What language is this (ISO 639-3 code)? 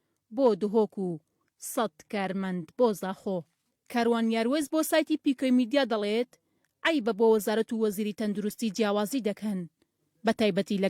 ckb